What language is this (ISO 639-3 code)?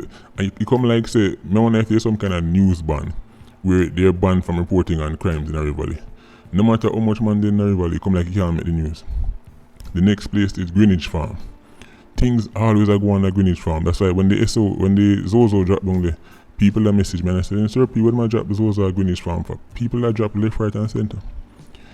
jam